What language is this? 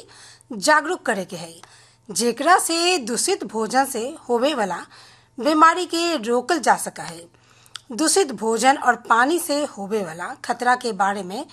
Bhojpuri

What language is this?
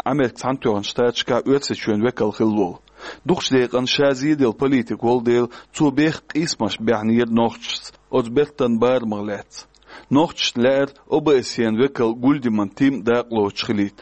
Chechen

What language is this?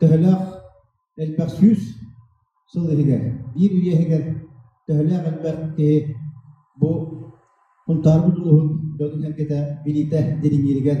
Yakut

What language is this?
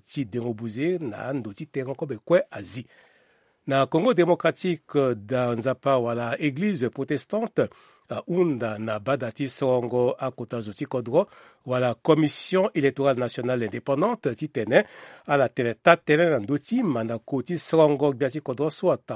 Sango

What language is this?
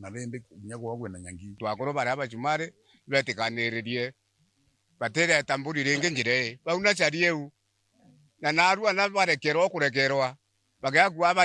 Meru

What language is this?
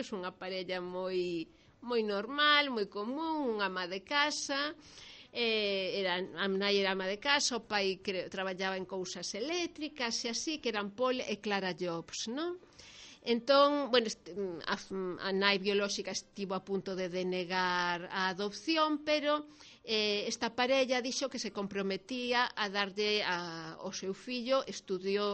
Galician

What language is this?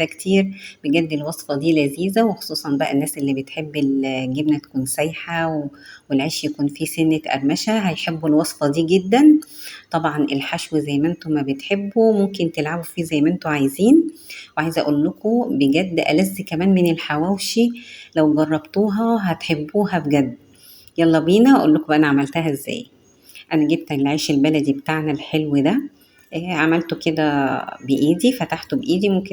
Egyptian Arabic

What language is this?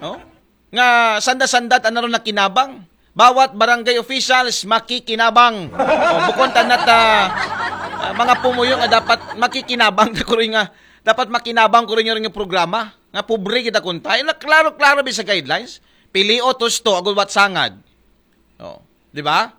Aklanon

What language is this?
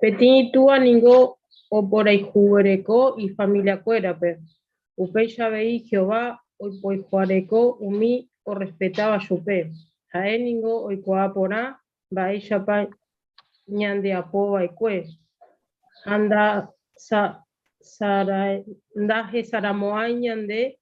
Guarani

